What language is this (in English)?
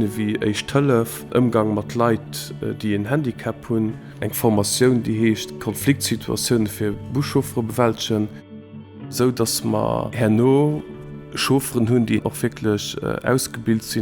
Luxembourgish